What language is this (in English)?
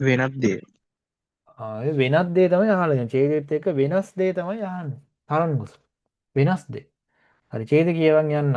Sinhala